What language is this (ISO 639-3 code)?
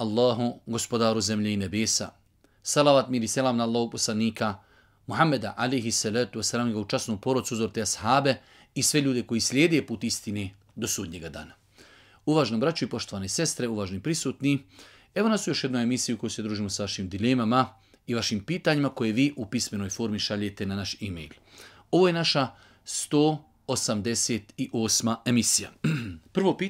bos